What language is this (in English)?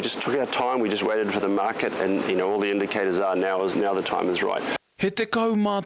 Māori